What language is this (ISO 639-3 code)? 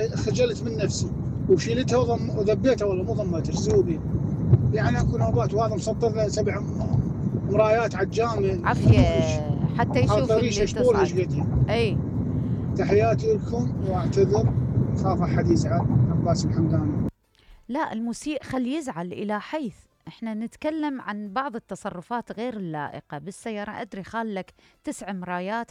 acm